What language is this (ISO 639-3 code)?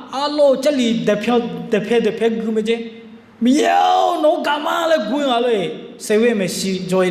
ahk